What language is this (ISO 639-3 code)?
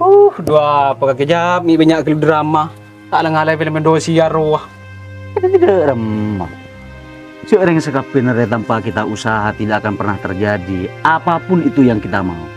mad